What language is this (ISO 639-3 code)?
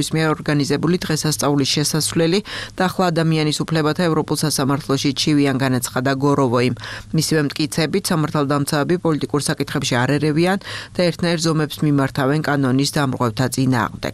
kat